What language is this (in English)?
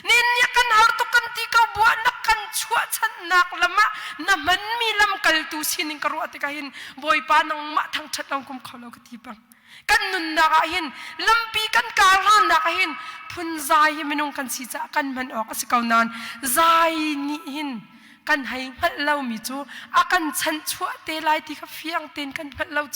Hakha Chin